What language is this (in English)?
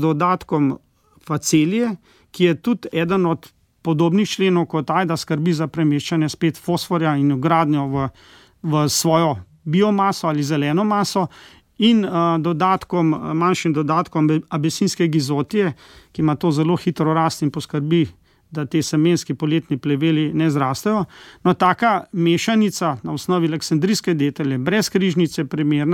Slovenian